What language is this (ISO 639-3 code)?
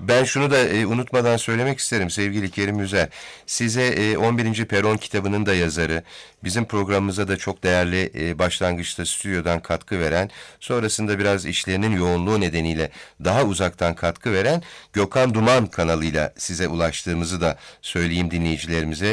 tur